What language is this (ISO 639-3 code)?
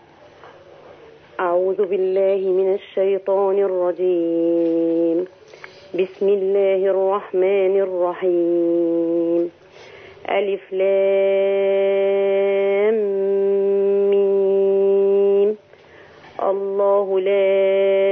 ara